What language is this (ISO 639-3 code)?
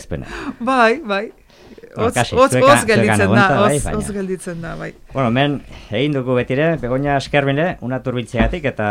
eus